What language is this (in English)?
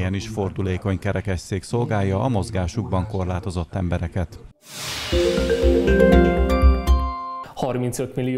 Hungarian